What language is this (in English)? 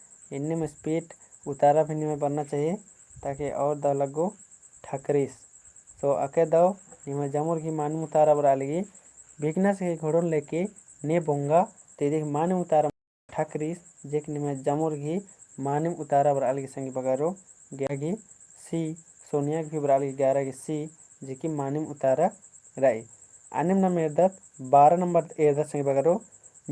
Kurukh